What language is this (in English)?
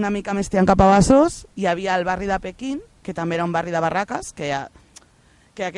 Catalan